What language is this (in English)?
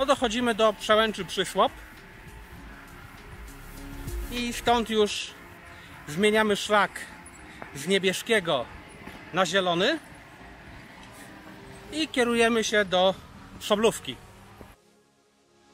Polish